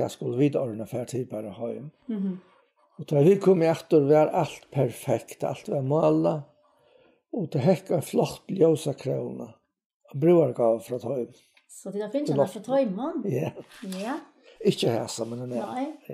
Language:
Faroese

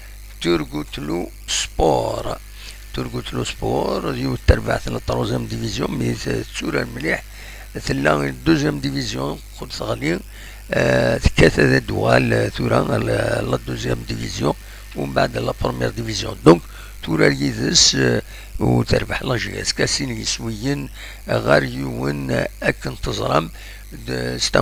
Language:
Kabyle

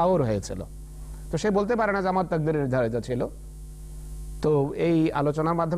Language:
Bangla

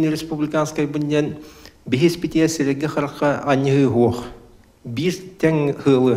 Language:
Yakut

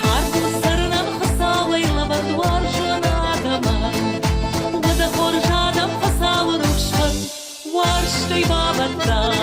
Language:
Ossetic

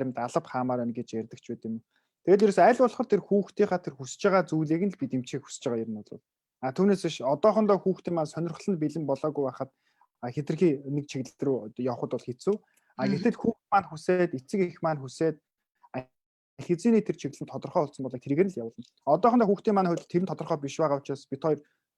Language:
Mongolian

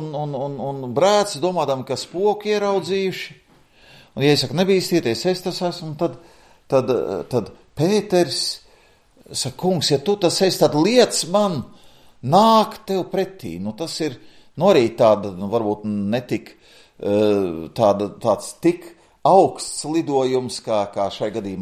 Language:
Latvian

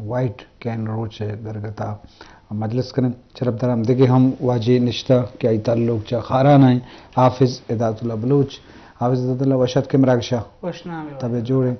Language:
Eastern Balochi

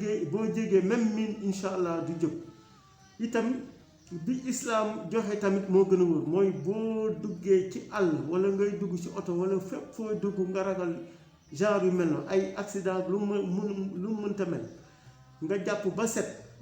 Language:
Wolof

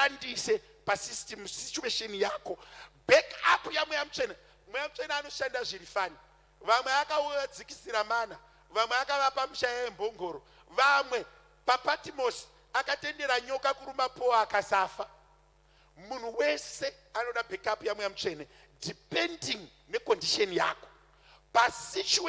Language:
Shona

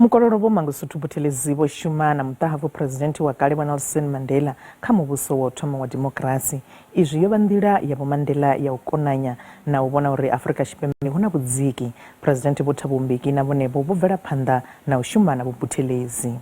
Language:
Venda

